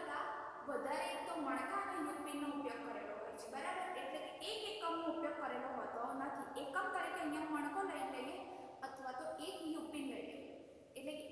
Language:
Gujarati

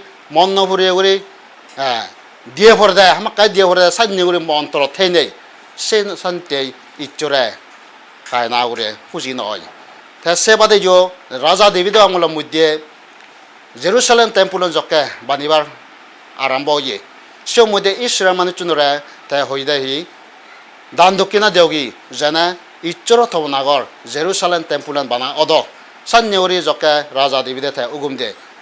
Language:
Chakma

